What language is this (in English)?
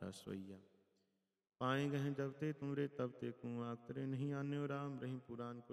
Punjabi